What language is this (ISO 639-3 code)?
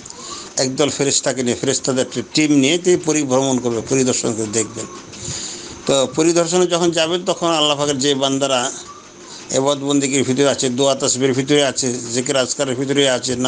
ben